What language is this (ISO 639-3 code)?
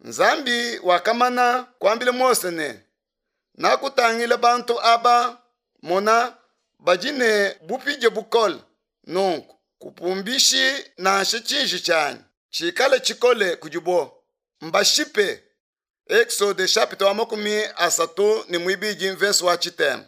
lua